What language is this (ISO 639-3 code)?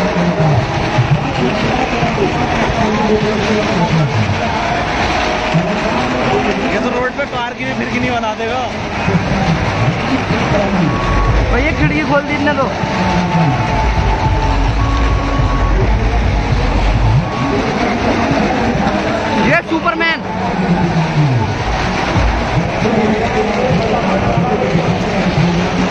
hin